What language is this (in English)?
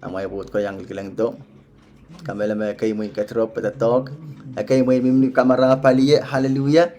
Pohnpeian